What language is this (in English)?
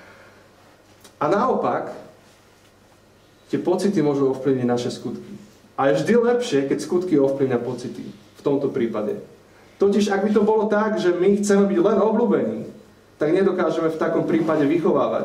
Slovak